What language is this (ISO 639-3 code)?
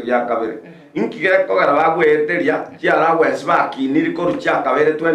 guz